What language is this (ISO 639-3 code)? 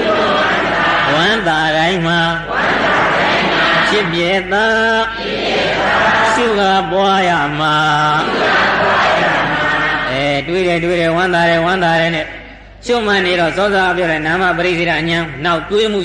mya